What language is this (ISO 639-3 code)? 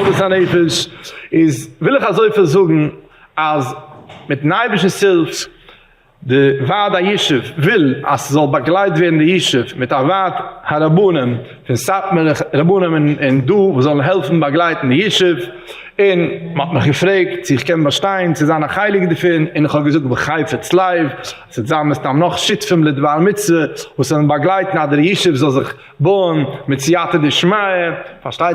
yid